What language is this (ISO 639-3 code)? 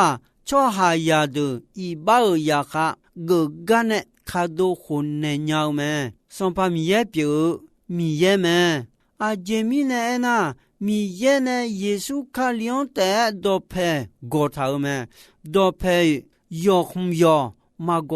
ahk